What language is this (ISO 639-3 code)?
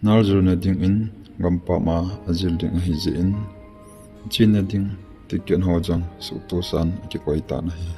tcz